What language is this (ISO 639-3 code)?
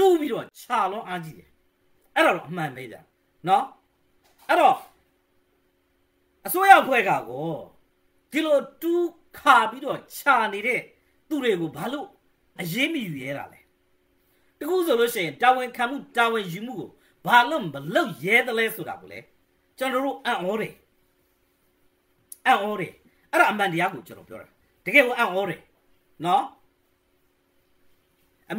mya